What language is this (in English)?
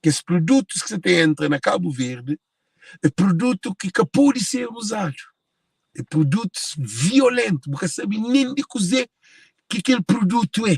Kabuverdianu